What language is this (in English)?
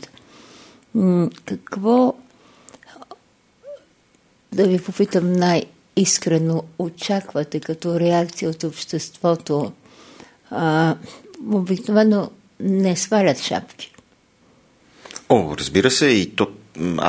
Bulgarian